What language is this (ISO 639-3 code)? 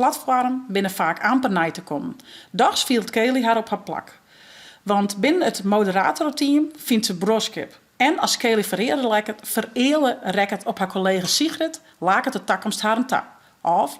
fry